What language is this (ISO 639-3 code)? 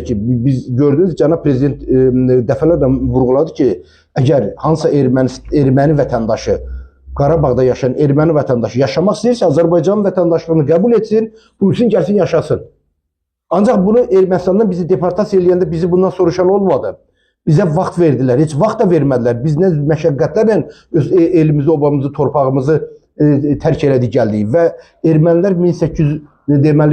aze